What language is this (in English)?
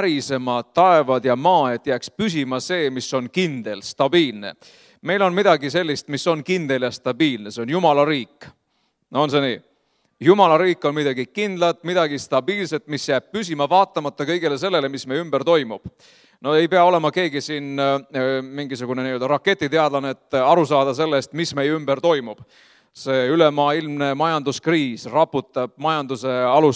Estonian